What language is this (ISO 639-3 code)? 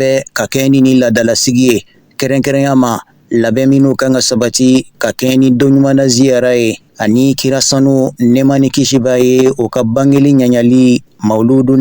bam